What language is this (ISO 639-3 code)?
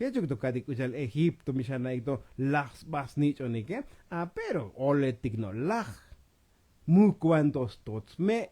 tzo